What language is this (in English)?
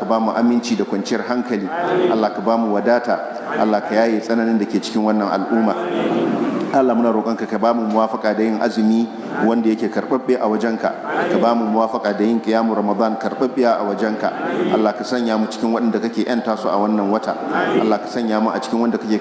Hausa